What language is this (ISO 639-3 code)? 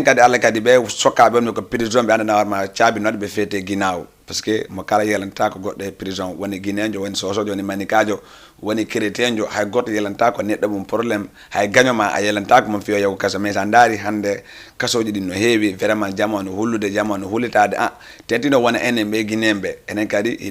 ful